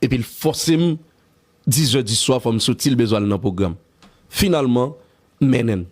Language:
Haitian Creole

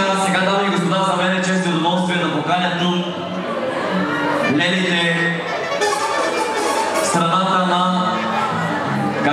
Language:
Bulgarian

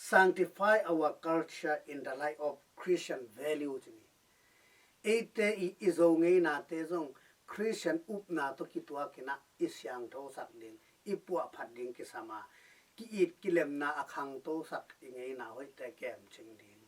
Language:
Tedim Chin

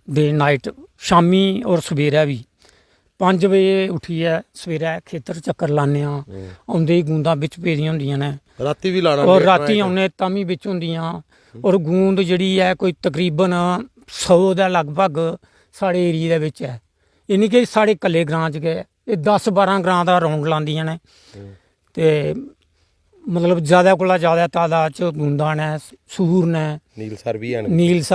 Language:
Dogri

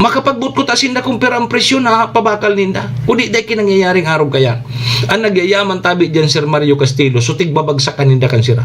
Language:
Bikol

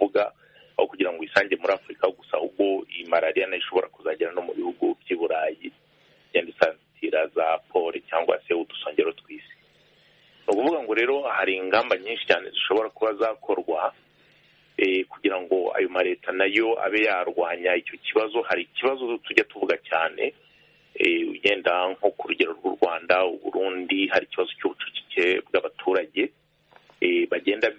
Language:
Kinyarwanda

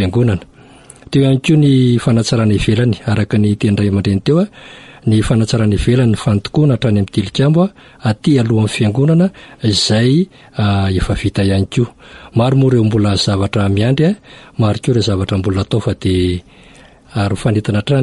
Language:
Malagasy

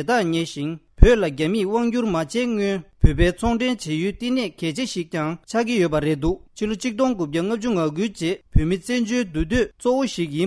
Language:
Tibetan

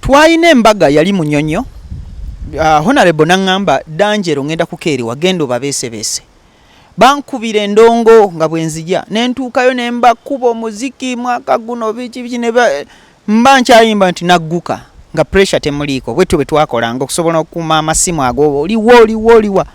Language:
Ganda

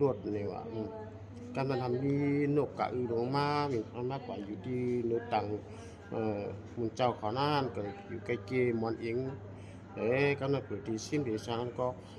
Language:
Shan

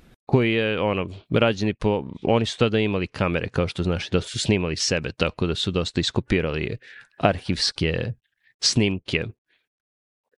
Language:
Serbian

